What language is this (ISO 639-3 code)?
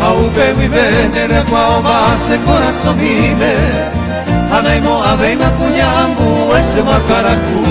grn